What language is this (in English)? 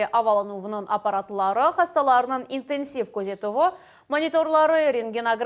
Crimean Tatar